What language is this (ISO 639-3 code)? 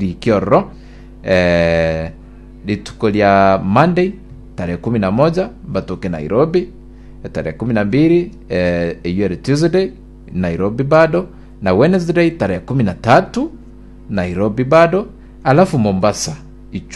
guz